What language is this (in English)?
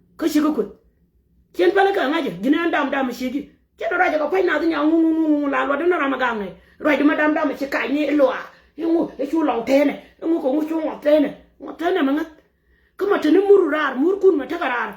Nuer